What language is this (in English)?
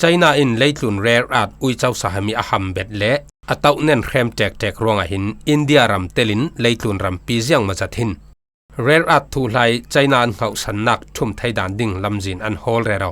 Falam Chin